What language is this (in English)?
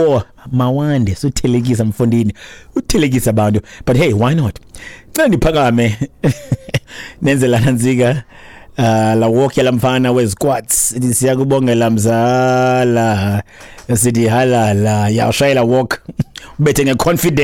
Xhosa